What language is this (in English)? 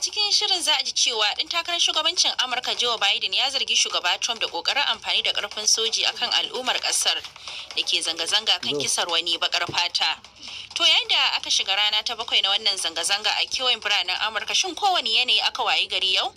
Hausa